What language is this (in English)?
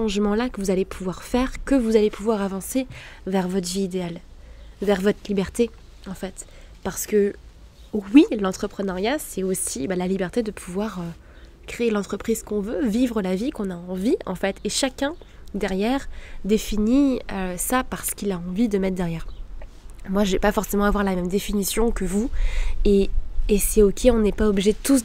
French